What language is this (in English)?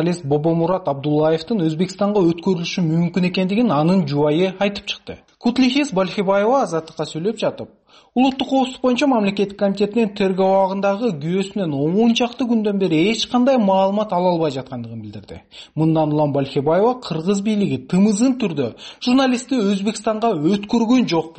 Kyrgyz